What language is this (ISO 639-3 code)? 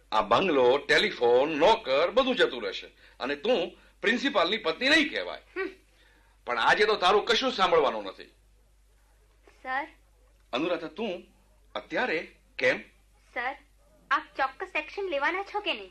guj